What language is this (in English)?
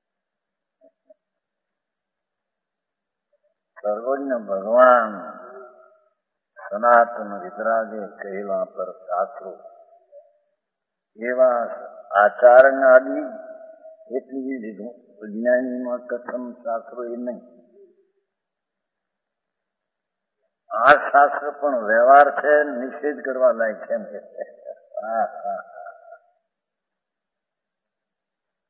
Gujarati